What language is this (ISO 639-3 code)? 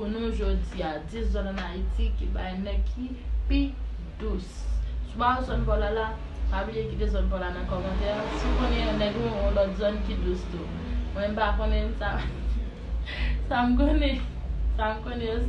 hat